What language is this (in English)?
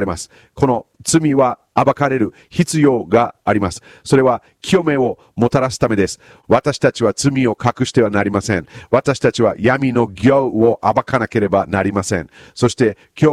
Japanese